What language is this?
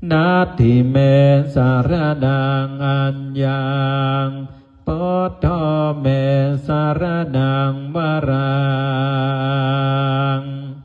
Pali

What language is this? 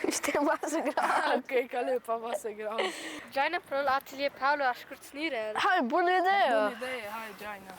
Romansh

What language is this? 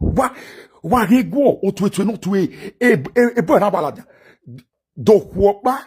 Nigerian Pidgin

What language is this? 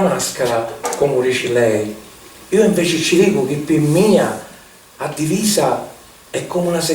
Sicilian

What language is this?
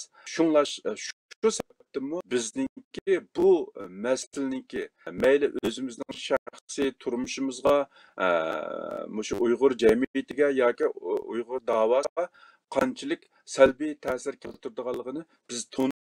Uyghur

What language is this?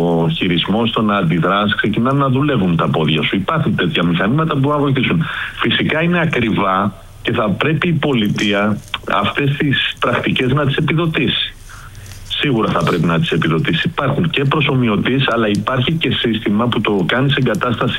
Greek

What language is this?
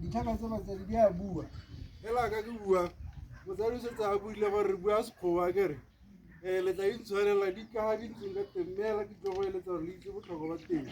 Tswana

